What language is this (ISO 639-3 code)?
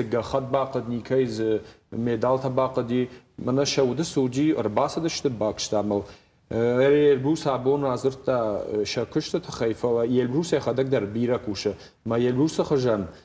oss